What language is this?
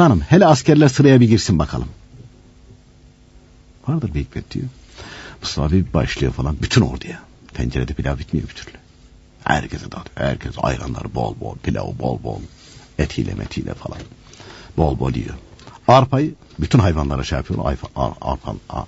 Turkish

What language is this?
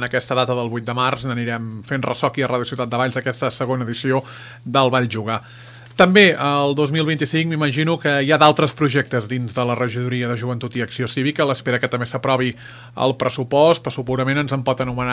Catalan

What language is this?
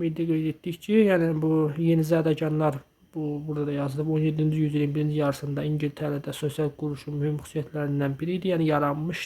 Azerbaijani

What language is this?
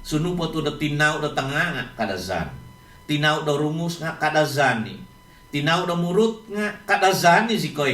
Central Dusun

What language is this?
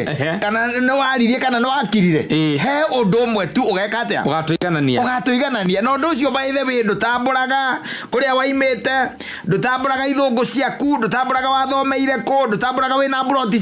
Kikuyu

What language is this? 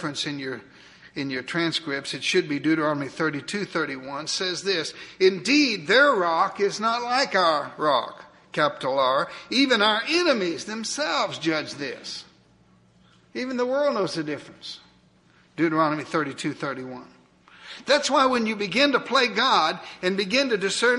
English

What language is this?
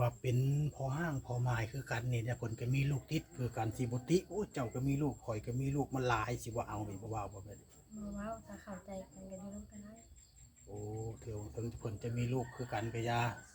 Lao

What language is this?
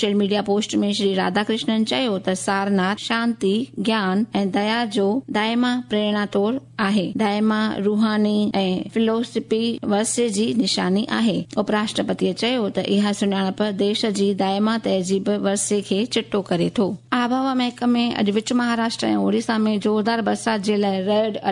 Sindhi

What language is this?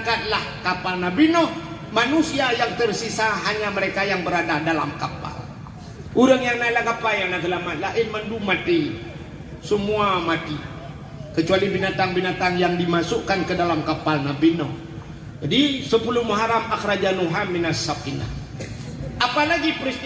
Achinese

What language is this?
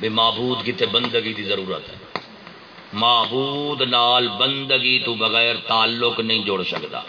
Saraiki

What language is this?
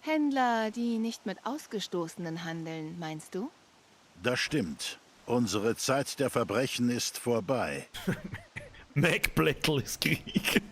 Bavarian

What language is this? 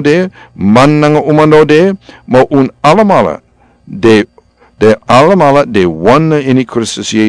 Sranan Tongo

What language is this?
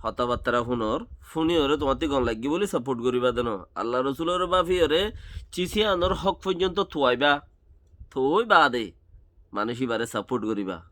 Rohingya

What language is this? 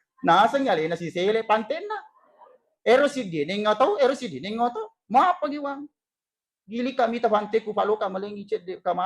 Buginese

